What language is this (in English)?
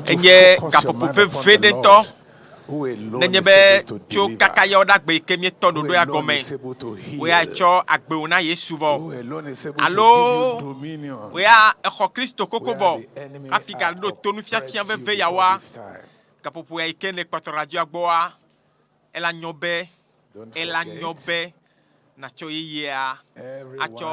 Ewe